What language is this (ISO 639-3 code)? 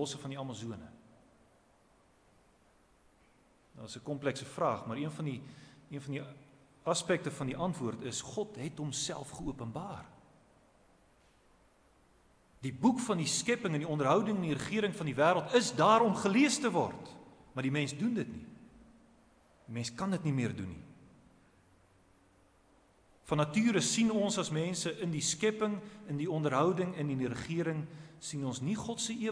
afr